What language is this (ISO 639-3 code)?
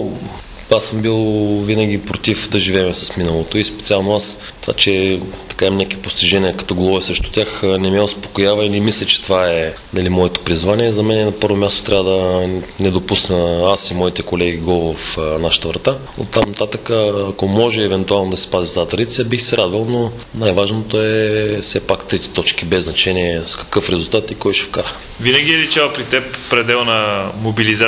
bul